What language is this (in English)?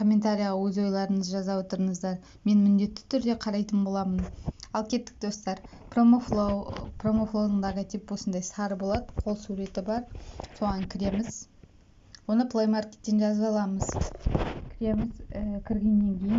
Kazakh